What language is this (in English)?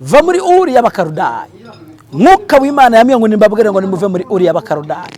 Kinyarwanda